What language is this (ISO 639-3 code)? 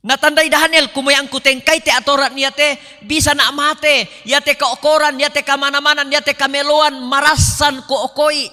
sda